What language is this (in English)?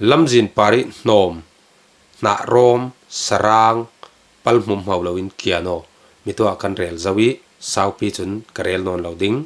Falam Chin